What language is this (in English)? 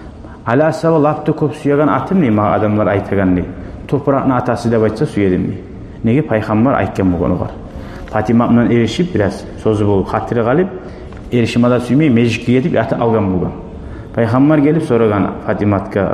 Kumyk